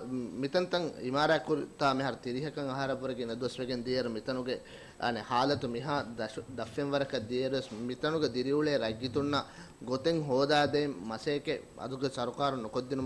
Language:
Divehi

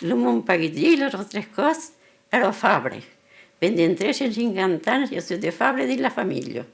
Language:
Occitan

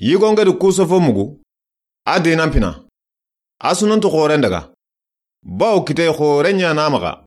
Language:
Soninke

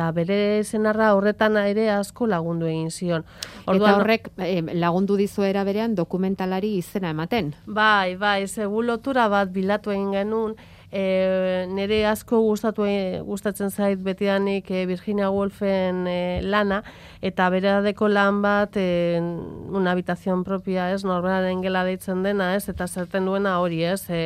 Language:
Basque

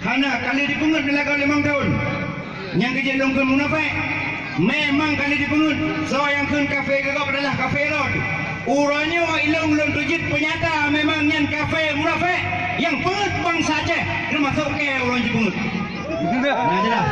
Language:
Achinese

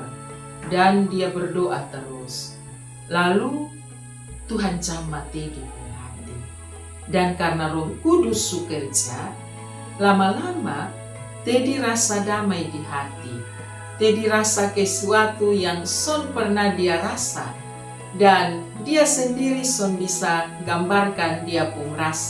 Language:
Kupang Malay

